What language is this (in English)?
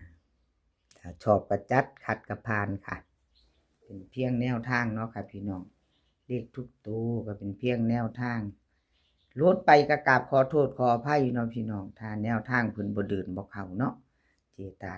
Northeastern Thai